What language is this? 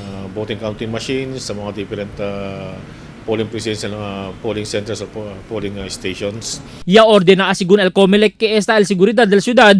Chavacano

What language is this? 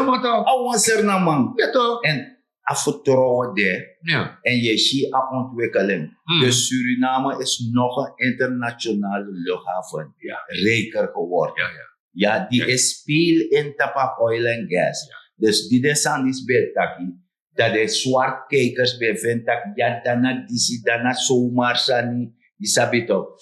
Sranan Tongo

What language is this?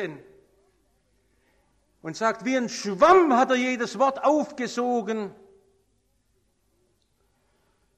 German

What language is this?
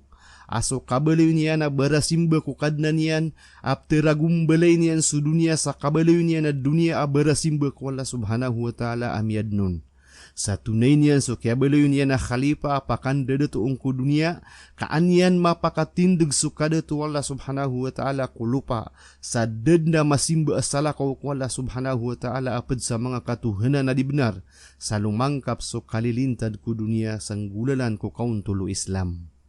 Maranao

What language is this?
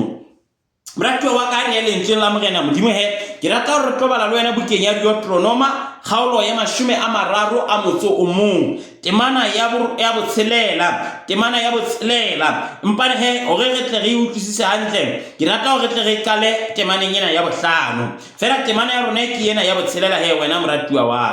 Southern Sotho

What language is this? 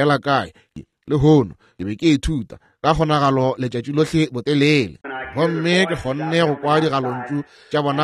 Northern Sotho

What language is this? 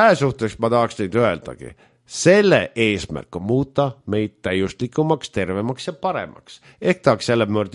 Estonian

